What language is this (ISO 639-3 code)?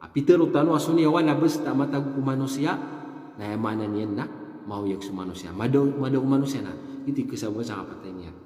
mrw